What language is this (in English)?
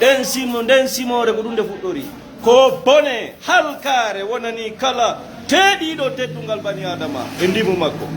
Fula